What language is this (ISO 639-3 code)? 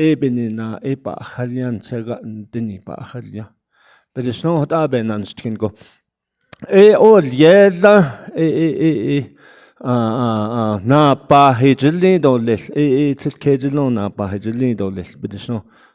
nav